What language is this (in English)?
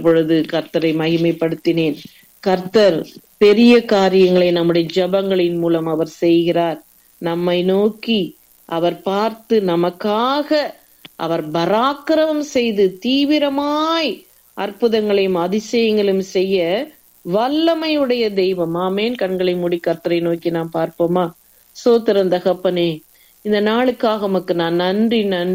Tamil